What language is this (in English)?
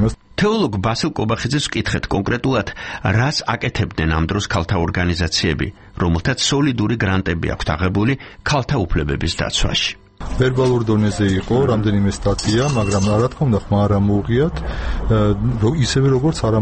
Georgian